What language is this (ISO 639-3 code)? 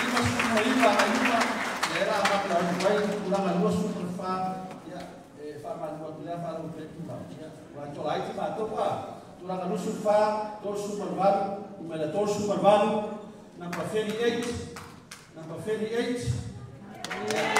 smo